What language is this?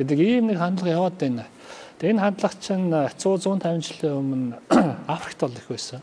Mongolian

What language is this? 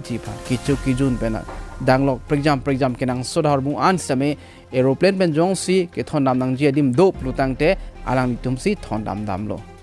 Karbi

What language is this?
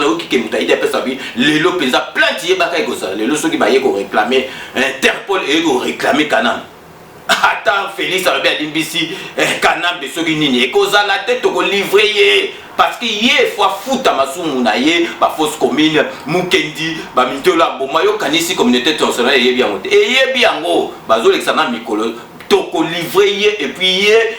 Lingala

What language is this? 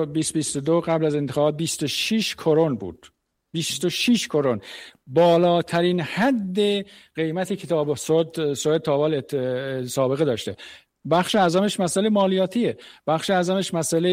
Persian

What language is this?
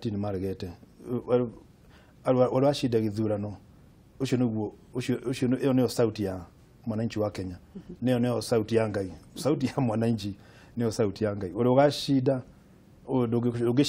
Kikuyu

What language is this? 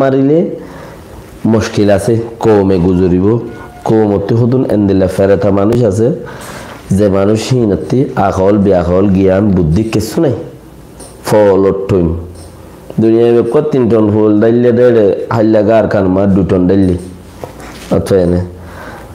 Rohingya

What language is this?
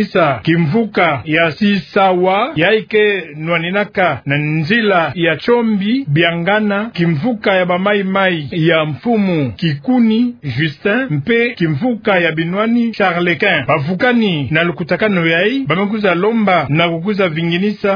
Kituba (Democratic Republic of Congo)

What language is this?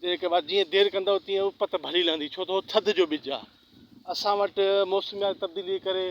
Sindhi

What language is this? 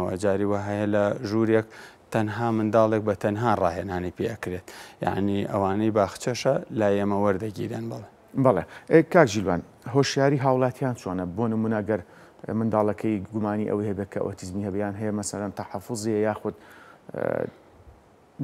Central Kurdish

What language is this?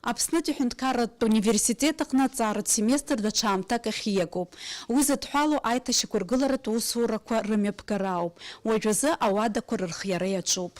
Abkhazian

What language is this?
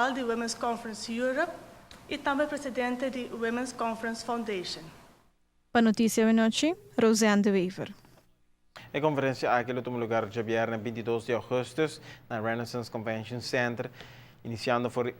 Papiamento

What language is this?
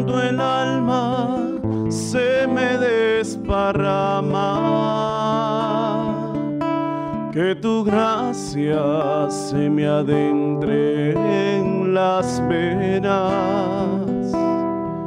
Spanish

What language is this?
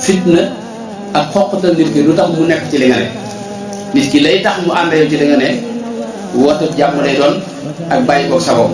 Wolof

